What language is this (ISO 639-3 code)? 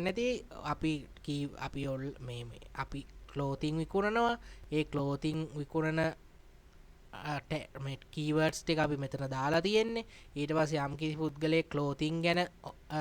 sin